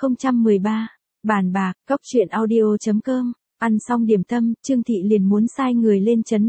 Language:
Vietnamese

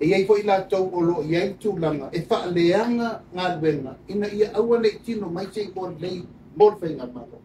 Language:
Samoan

